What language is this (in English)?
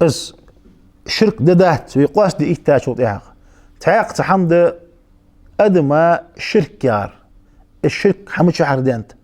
Ingush